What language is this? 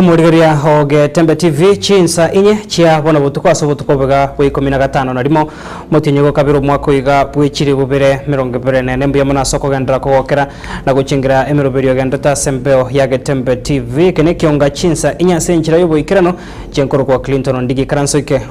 Gusii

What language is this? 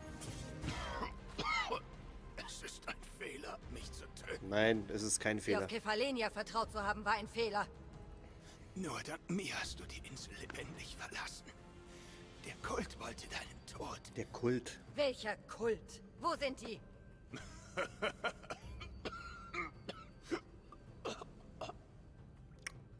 German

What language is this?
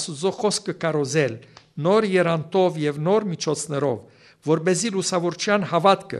Armenian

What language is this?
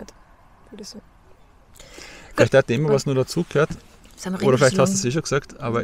German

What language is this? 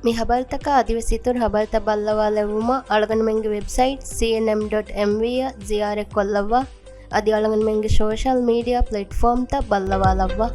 Divehi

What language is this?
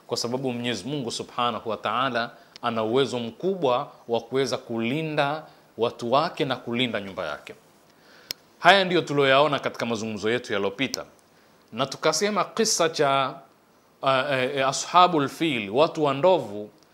Swahili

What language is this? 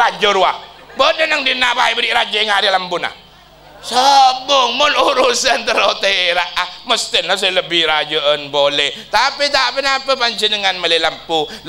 Madurese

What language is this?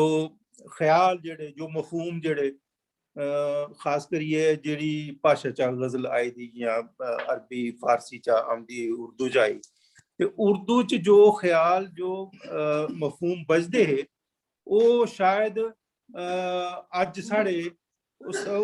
Dogri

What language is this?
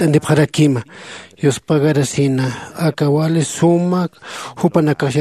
Aymara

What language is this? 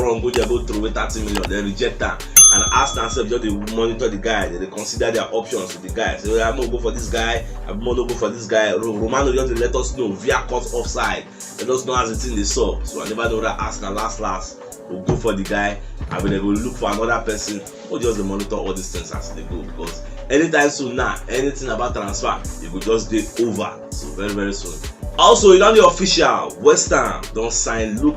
Nigerian Pidgin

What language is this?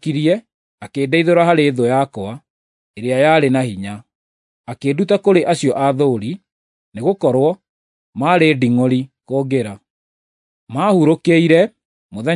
Kikuyu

